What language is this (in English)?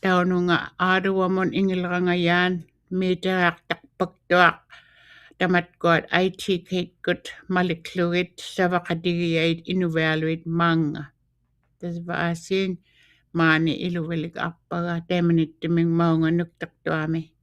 Western Canadian Inuktitut